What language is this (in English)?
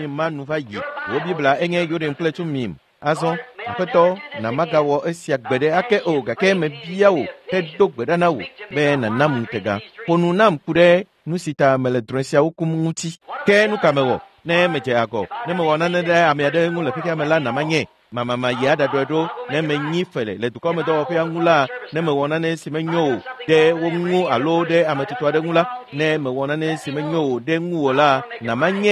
Ewe